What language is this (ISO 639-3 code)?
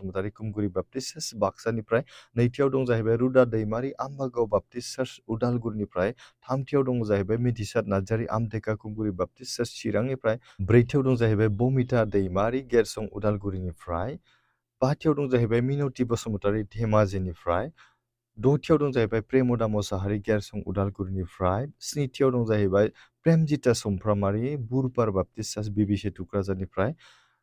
brx